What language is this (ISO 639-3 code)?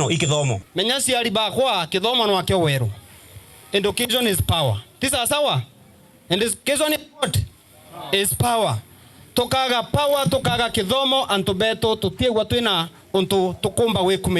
mer